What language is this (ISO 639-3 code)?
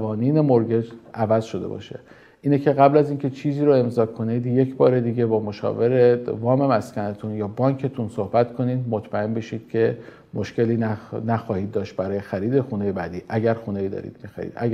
fas